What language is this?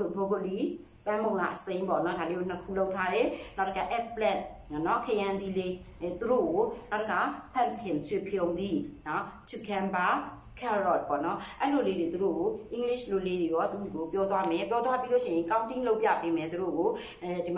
Burmese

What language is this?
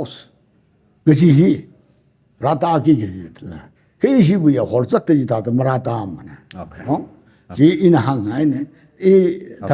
Tangkhul Naga (India)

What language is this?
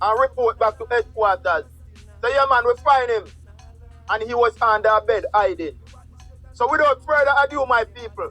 Jamaican Creole English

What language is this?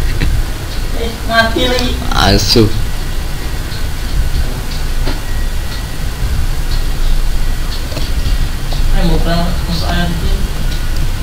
Indonesian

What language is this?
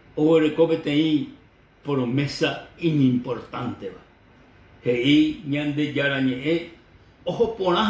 Guarani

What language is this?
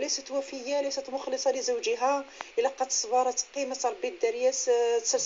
Kabyle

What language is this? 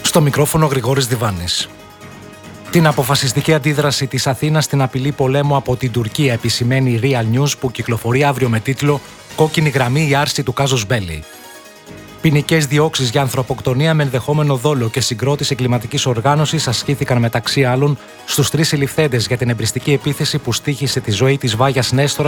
Greek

